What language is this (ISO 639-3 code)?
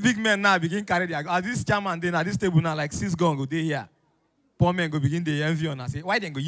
pcm